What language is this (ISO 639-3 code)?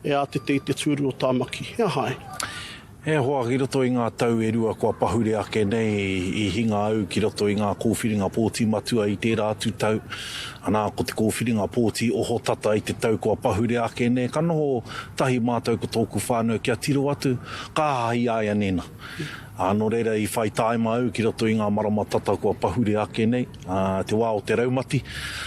mri